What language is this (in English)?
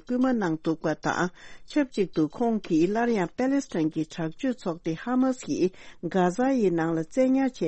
Tibetan